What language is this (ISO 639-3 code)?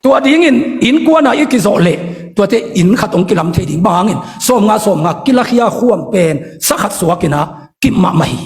ctd